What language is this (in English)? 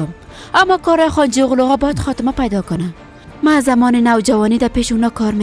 Persian